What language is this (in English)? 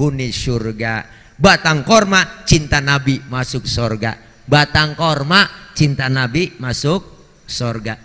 Betawi